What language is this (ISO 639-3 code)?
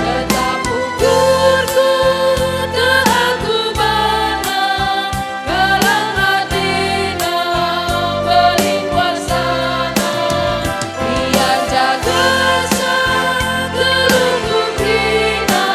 btx